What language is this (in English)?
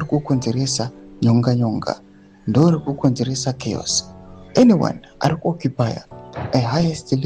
Shona